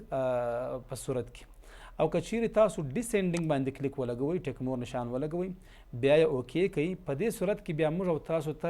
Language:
Pashto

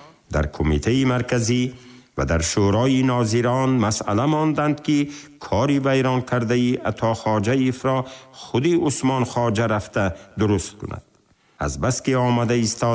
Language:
Tajik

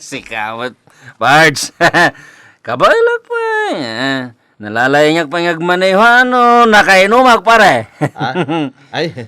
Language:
Iloko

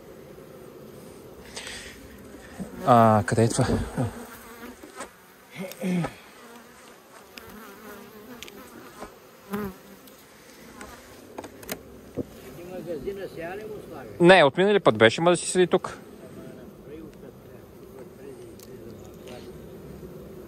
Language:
Bulgarian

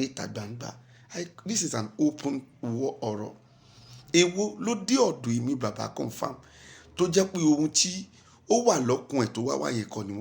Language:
Yoruba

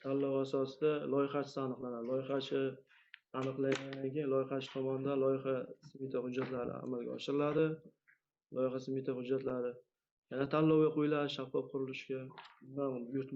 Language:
Uzbek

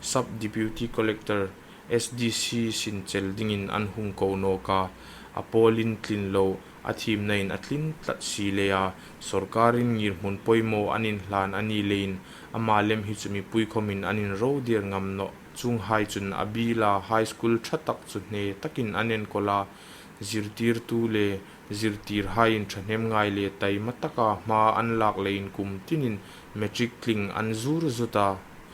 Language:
Hmar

